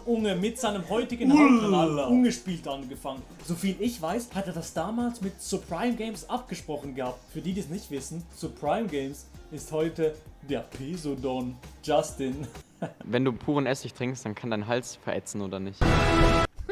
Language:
Swiss German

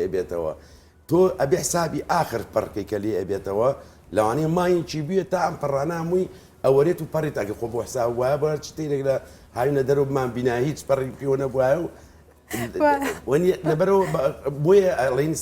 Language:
Central Kurdish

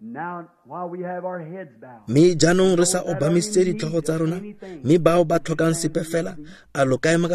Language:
Tswana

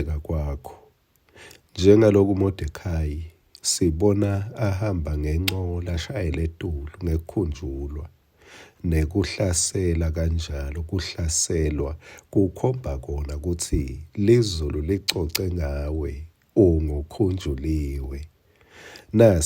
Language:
Swati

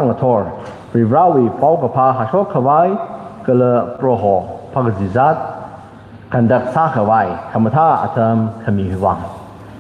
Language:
Tangkhul Naga (India)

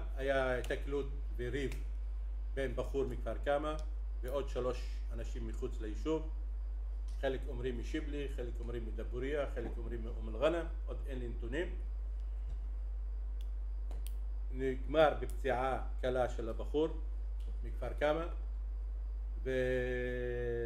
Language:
Hebrew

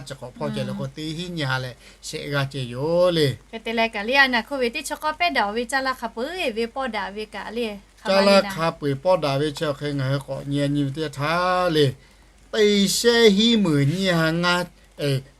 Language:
Lahu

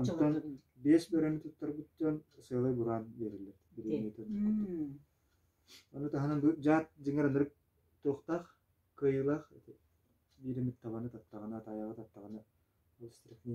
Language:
Yakut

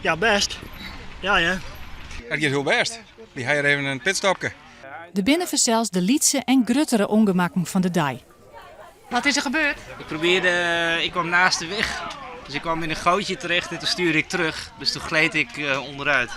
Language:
Western Frisian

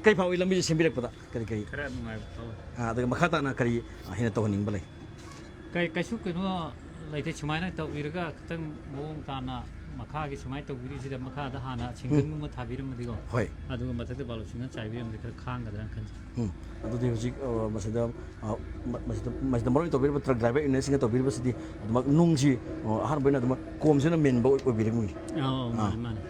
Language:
Manipuri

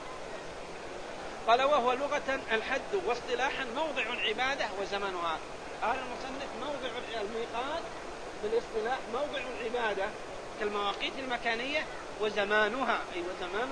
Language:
Arabic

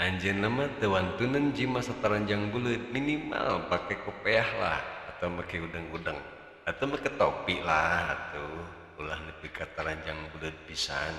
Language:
Sundanese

